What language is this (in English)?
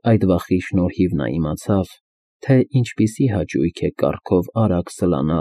Armenian